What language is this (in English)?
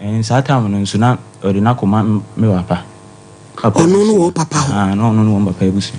Akan